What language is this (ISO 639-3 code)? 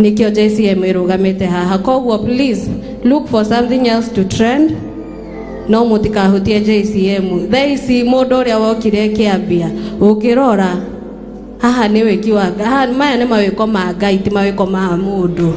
kik